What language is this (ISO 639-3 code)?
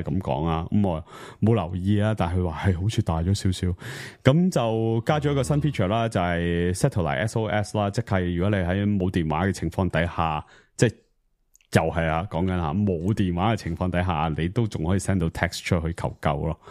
yue